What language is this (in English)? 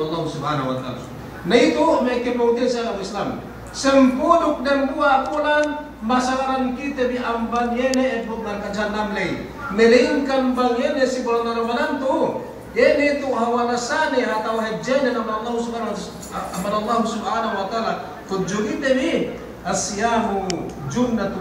Yakan